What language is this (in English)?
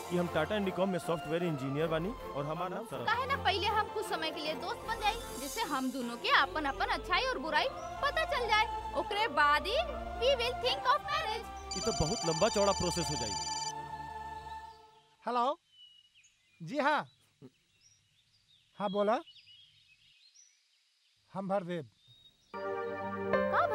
Bhojpuri